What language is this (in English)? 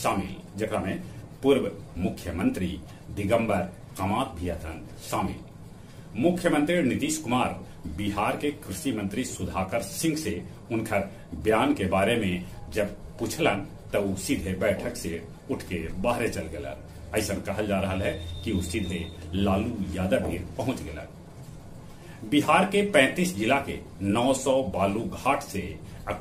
Magahi